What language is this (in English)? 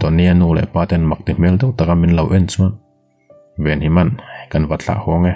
Mizo